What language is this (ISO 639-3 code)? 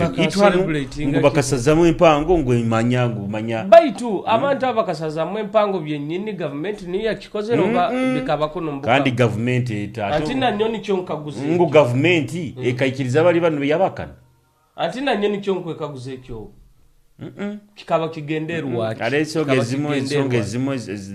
nyo